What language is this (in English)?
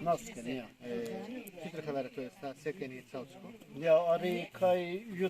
Zaza